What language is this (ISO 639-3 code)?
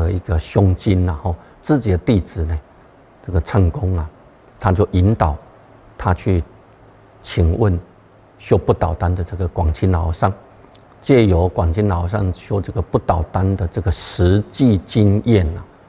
zho